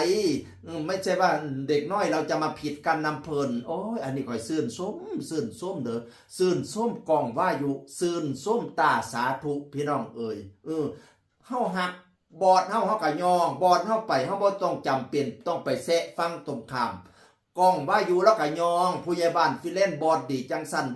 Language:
Northeastern Thai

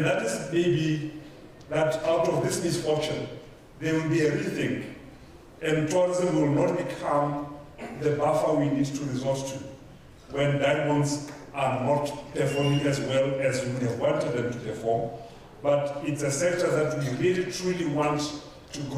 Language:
Tswana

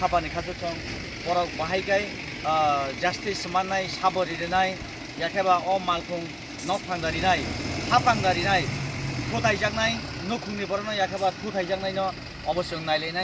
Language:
Kok Borok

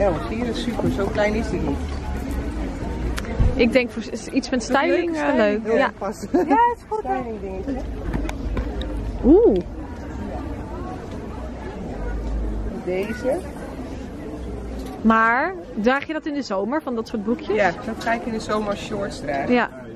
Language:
Dutch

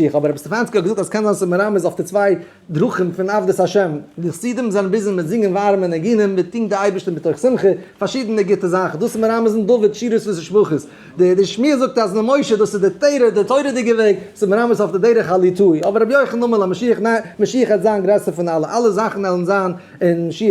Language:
Yiddish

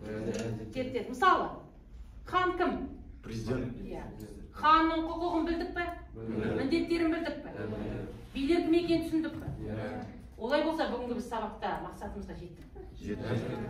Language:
Kazakh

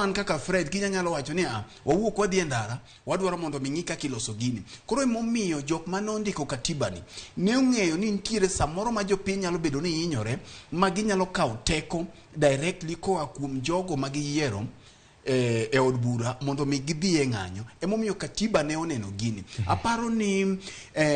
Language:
Luo (Kenya and Tanzania)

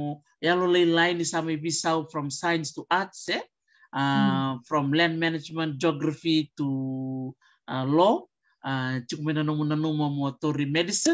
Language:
Fijian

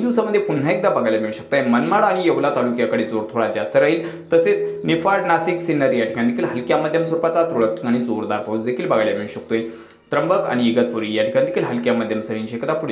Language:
Marathi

